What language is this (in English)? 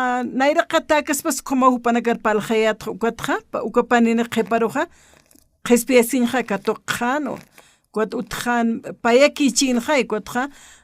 Aymara